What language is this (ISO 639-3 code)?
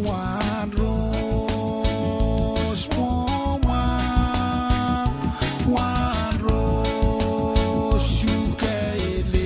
pon